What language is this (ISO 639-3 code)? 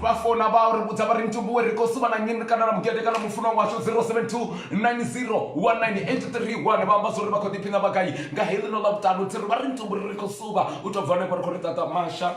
ven